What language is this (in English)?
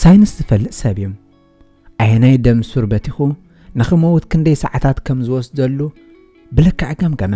Tigrinya